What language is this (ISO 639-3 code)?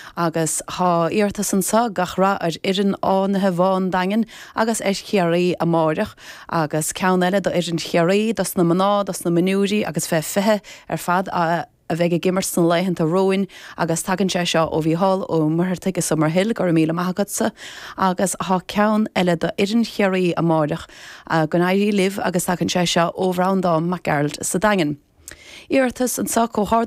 gle